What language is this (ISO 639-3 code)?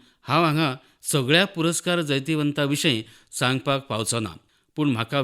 kok